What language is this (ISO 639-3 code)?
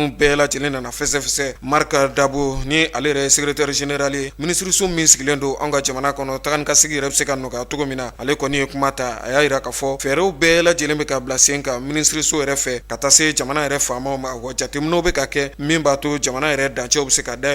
bam